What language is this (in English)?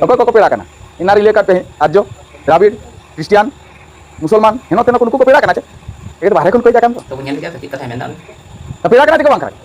Santali